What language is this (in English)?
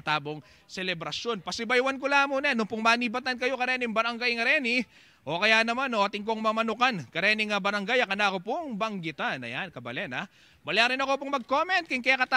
Pampanga